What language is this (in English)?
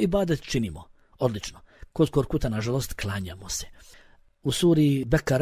Bosnian